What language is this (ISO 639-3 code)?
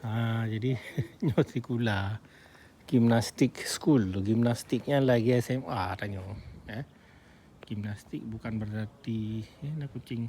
ace